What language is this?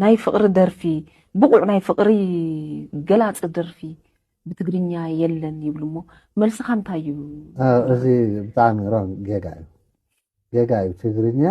Tigrinya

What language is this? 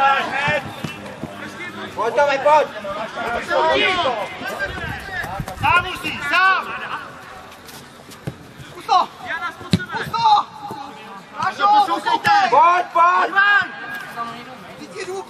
Czech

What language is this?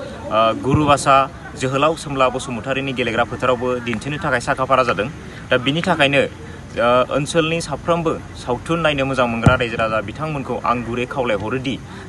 Bodo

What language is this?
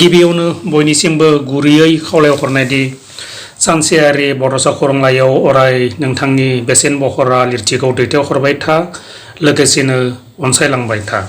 Bodo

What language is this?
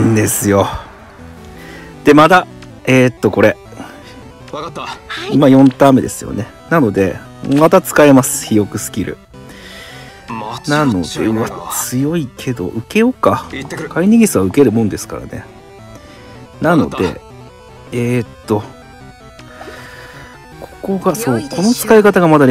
Japanese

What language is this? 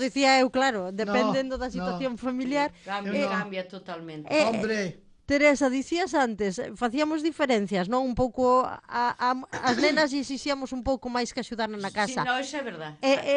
Galician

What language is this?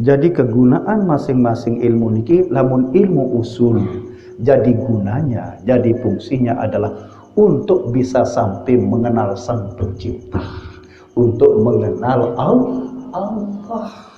Sasak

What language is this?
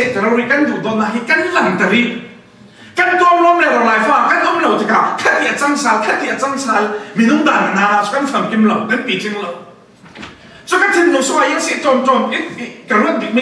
Falam Chin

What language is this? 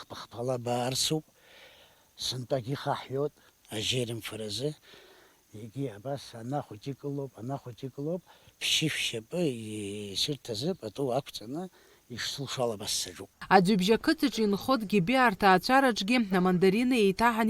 Abkhazian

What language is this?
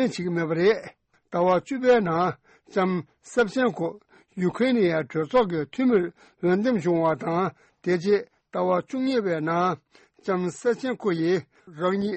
Tibetan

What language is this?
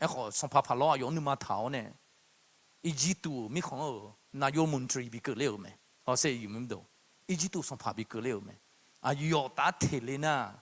Akha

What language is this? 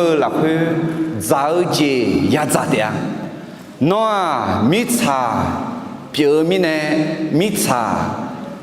Akha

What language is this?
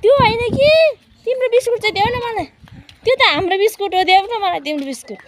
Nepali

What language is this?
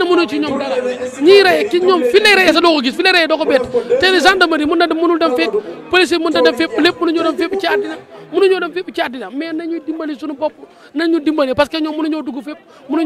Wolof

